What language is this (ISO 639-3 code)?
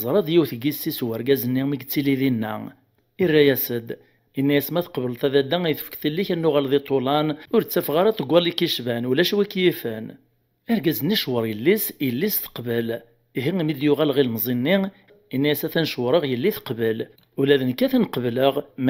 kab